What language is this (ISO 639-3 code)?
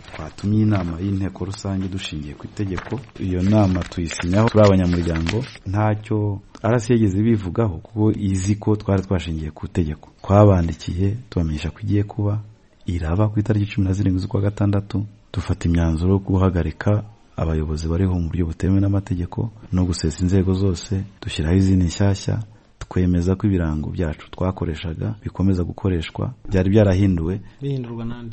kin